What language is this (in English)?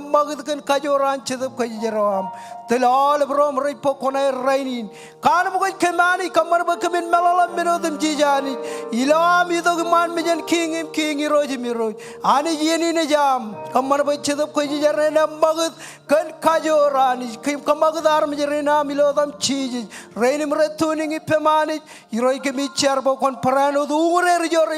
Marshallese